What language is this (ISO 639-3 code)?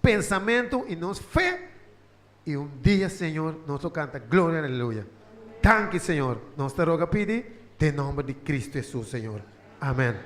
pap